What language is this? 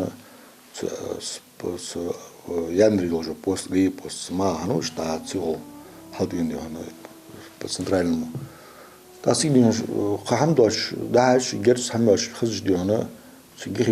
Ingush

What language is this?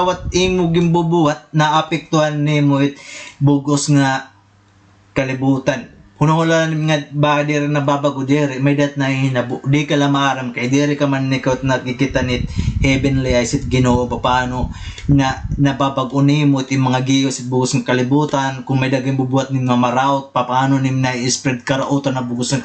Waray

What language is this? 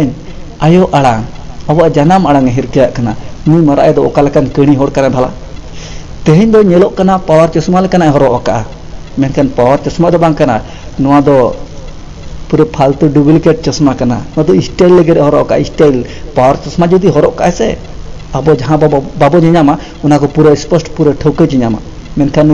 Santali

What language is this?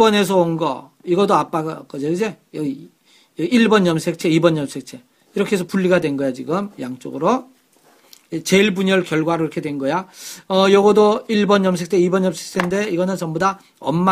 Korean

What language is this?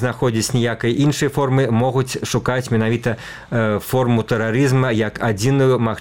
Belarusian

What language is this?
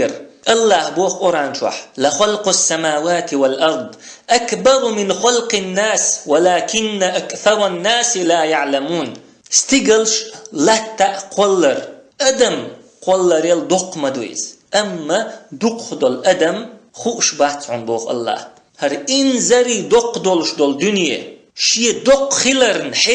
Chechen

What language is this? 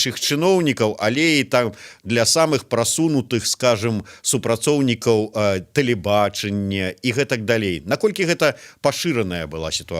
Belarusian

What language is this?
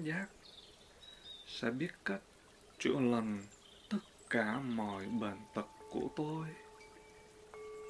Vietnamese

